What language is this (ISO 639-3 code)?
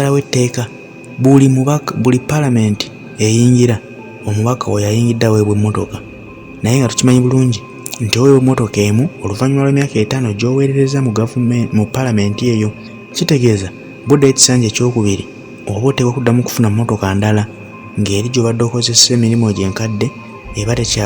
lug